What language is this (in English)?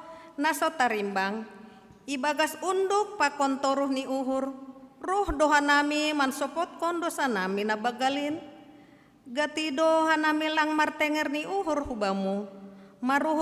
Batak Simalungun